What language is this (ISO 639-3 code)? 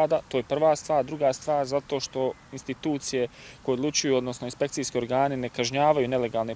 bos